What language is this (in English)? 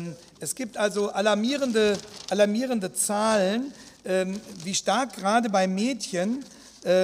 German